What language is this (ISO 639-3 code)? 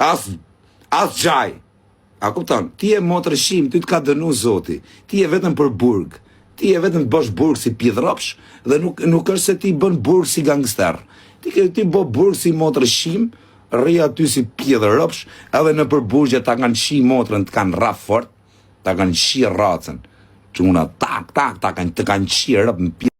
sqi